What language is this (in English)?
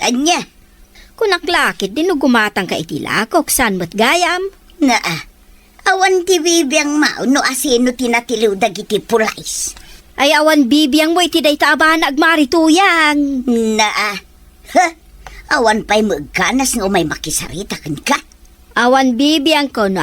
Iloko